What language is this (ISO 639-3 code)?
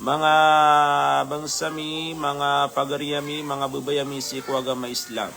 mrw